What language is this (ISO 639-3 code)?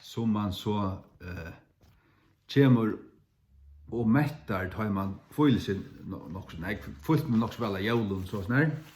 fao